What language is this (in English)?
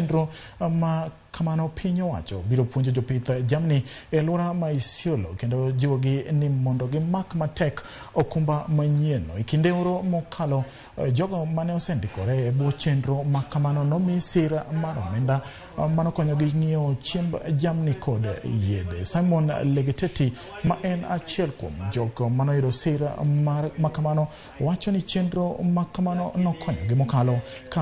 Luo (Kenya and Tanzania)